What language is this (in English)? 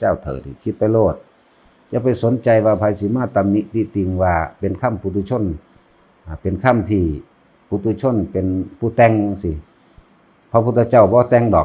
Northeastern Thai